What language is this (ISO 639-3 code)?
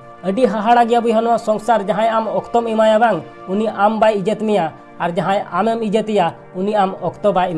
sat